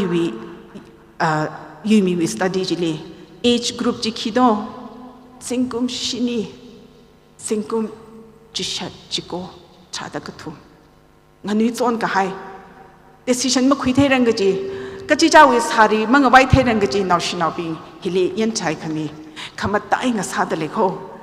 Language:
Tangkhul Naga (India)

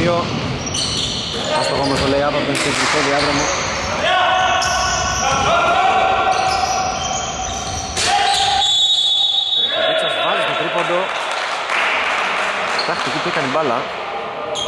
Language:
Greek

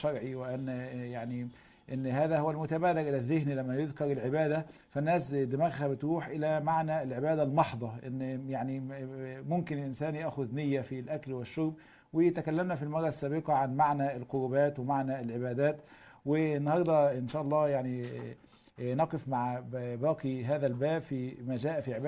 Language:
Egyptian Arabic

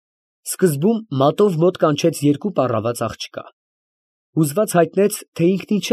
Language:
Armenian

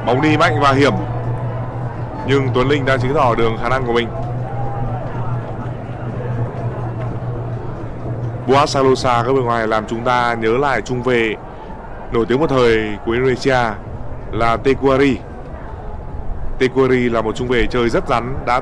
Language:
Vietnamese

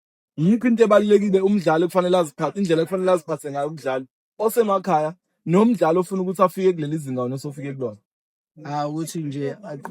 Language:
Zulu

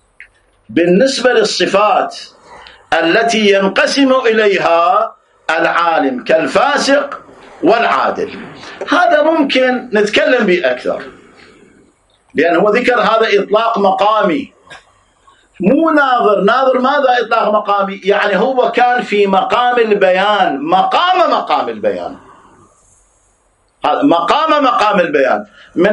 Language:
Arabic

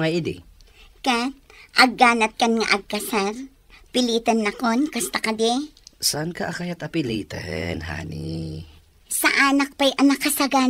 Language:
Iloko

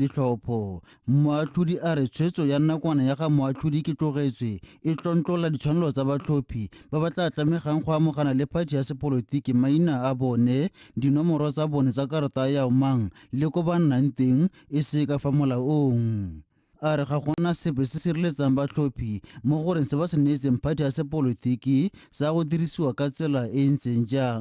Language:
Tswana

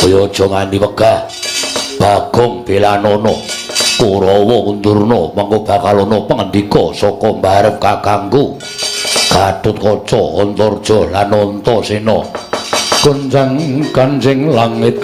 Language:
Javanese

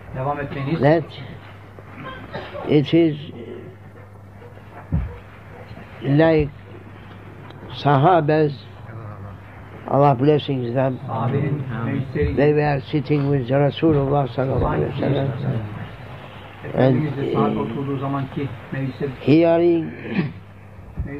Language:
Turkish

